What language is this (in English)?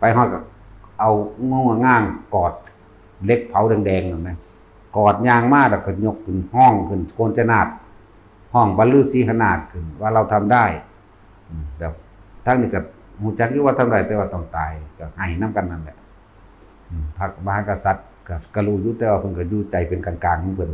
Northeastern Thai